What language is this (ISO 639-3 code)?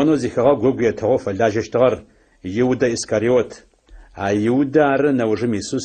ady